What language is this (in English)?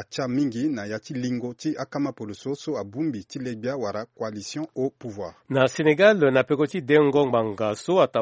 Sango